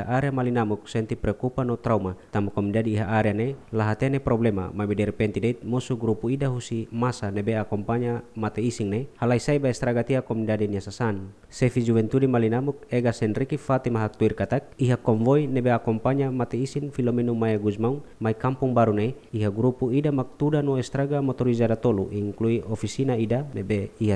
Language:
Tetum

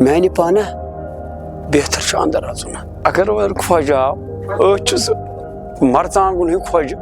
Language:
Kashmiri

